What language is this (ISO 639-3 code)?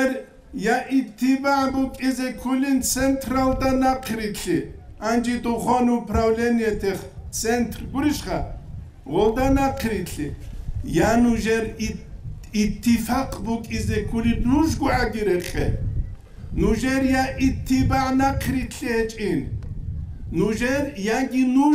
ava